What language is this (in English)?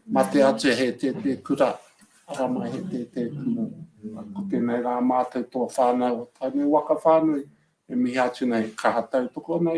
Māori